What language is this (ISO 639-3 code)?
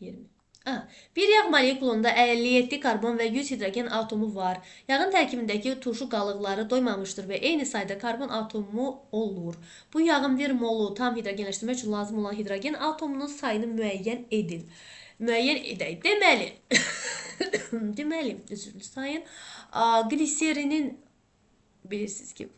aze